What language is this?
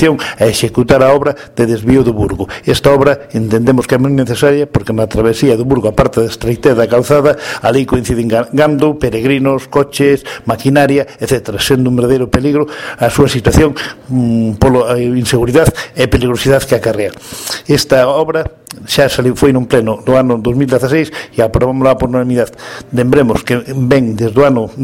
Galician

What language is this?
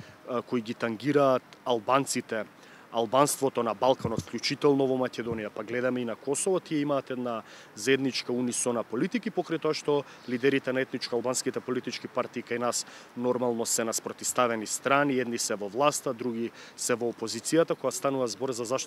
Macedonian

